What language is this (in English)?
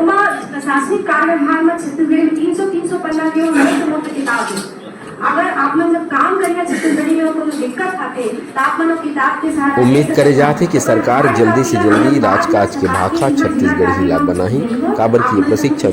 Chhattisgarhi